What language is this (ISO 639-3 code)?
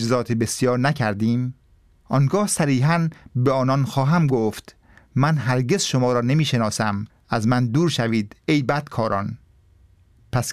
fas